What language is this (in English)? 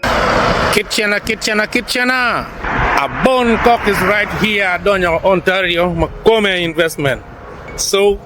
Acoli